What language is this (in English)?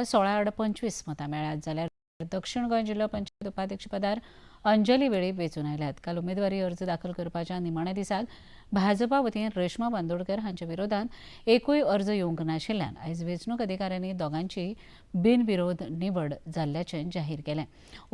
Konkani